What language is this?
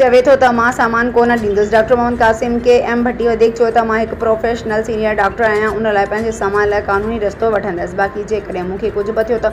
Sindhi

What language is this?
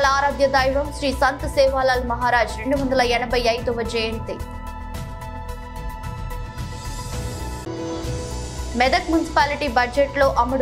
Telugu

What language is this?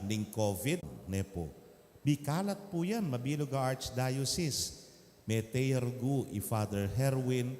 Pampanga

